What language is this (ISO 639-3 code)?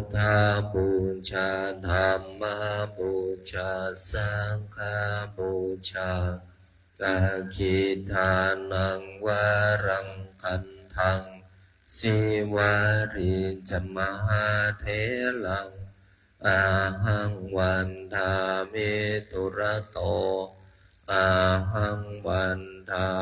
pli